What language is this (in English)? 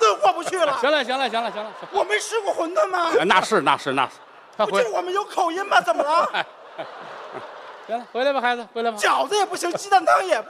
Chinese